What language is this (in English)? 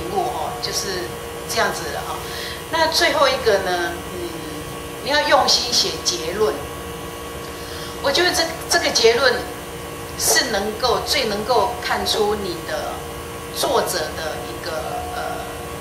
Chinese